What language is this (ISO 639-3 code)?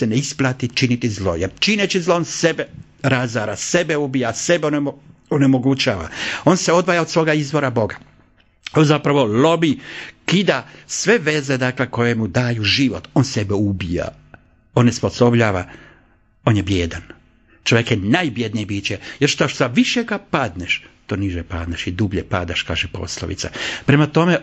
hrv